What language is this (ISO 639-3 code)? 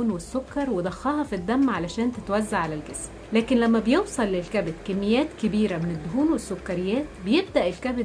arz